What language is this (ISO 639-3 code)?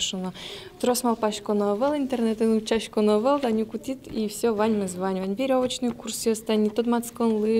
udm